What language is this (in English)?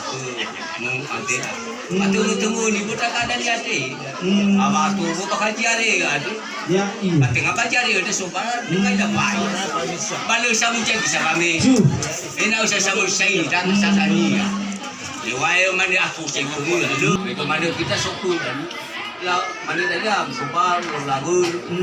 Nias